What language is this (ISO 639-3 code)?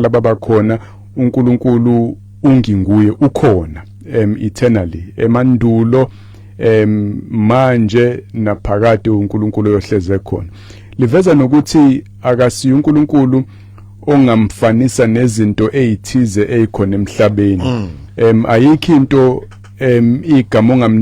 zul